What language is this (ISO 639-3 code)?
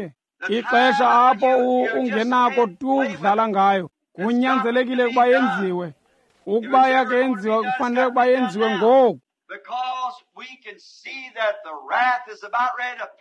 xho